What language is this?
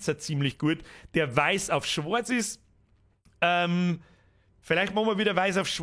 Bavarian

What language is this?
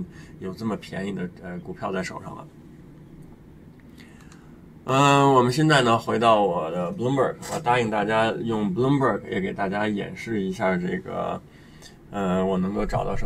Chinese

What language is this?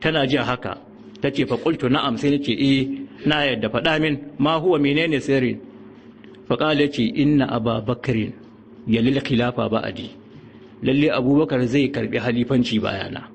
Hausa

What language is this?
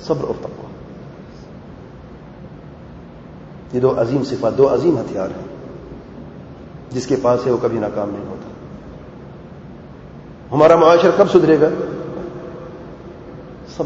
Urdu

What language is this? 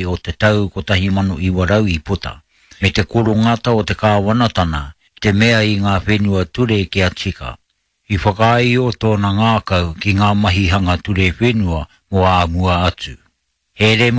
Māori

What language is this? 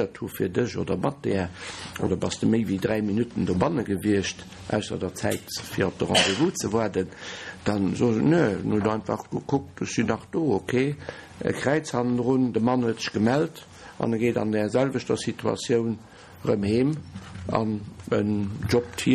Luxembourgish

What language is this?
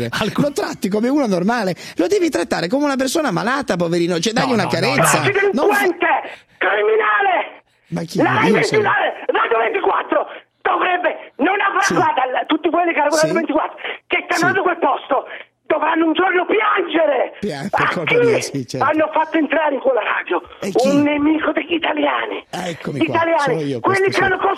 Italian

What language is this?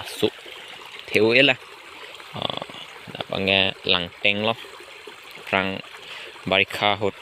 Karbi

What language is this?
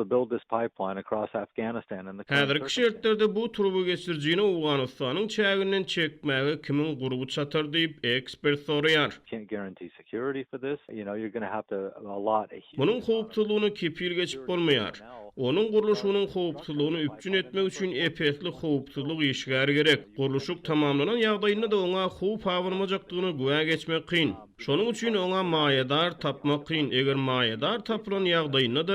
Turkmen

